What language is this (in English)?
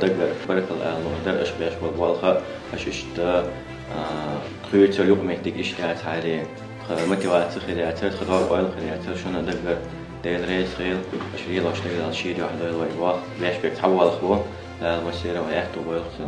Chechen